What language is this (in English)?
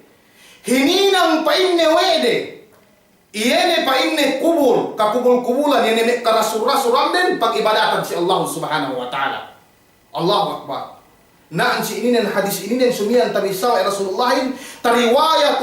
Yakan